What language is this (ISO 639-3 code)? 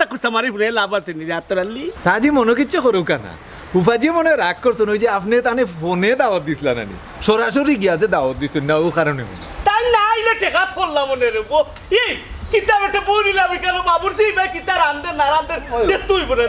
syl